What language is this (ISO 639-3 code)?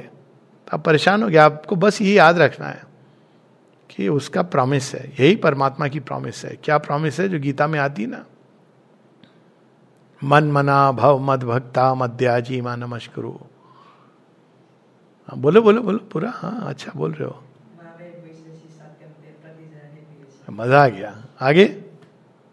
hin